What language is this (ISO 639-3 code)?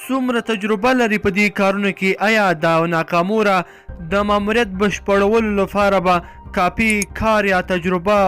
pus